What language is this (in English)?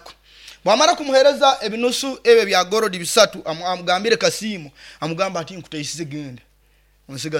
Nyoro